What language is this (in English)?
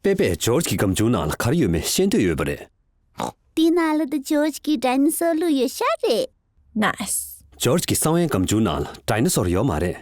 Tibetan